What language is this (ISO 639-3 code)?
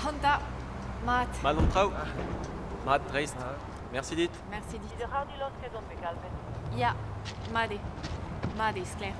bre